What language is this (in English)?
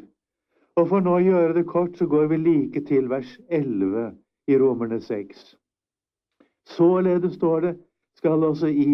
Norwegian